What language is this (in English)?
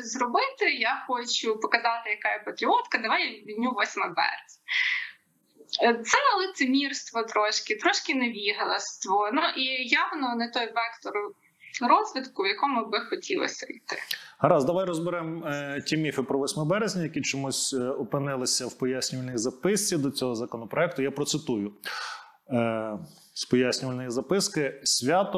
Ukrainian